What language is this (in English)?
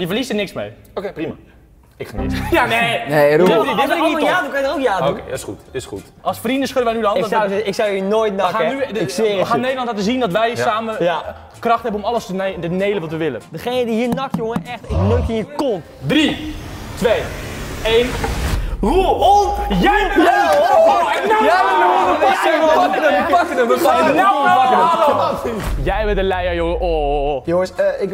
Dutch